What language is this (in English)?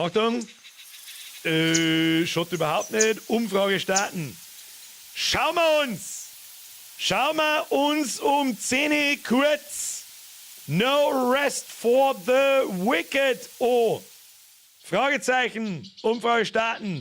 Bavarian